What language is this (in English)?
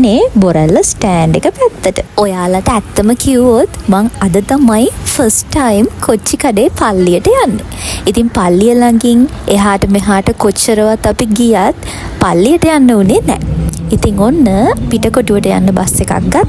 Sinhala